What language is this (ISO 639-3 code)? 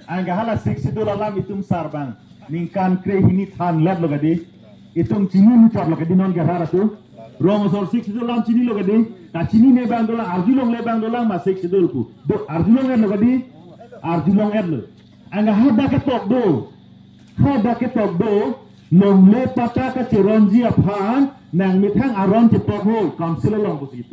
mjw